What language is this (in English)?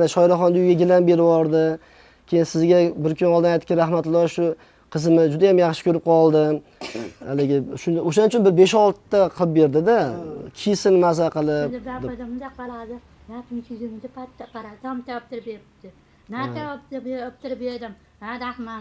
Uzbek